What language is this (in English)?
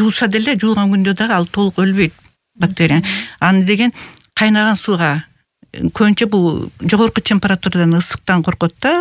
Kyrgyz